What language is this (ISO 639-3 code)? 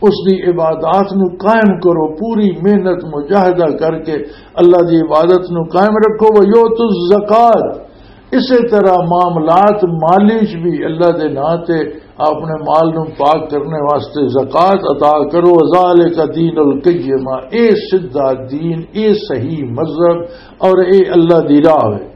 lah